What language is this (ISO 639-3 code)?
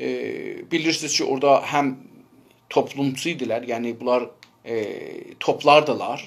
azb